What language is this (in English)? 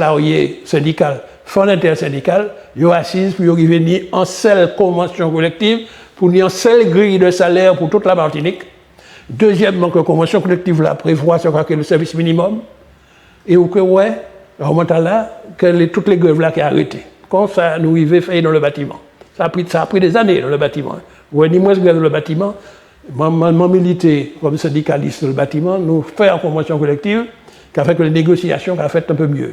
Guadeloupean Creole French